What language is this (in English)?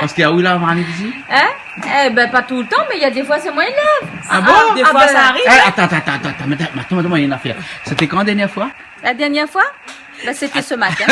Réunion Creole French